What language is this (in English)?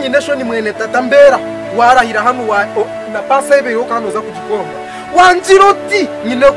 Nyankole